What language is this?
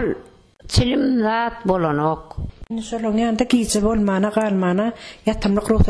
Turkmen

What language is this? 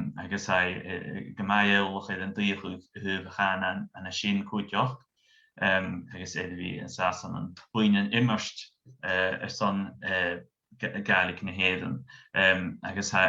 Scottish Gaelic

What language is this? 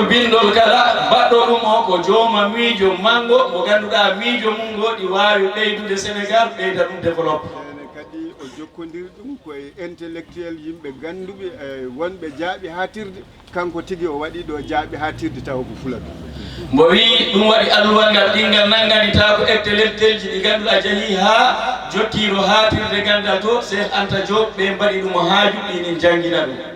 Fula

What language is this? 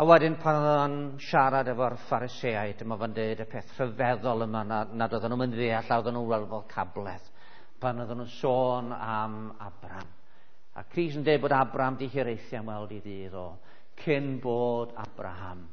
Welsh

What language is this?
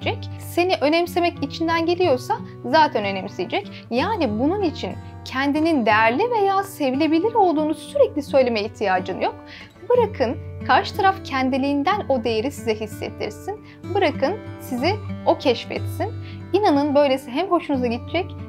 Turkish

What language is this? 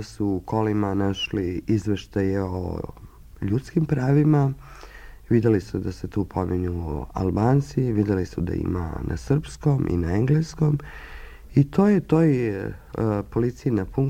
Serbian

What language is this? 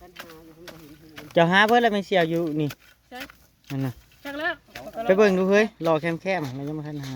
Northeastern Thai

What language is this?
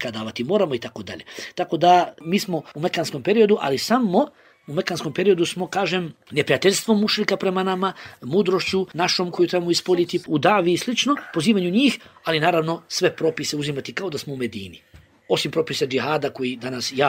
Bosnian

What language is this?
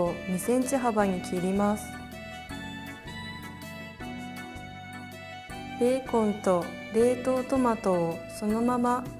Japanese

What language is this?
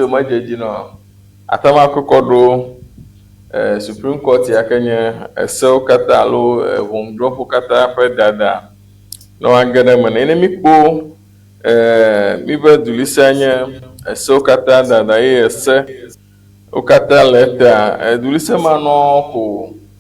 Ewe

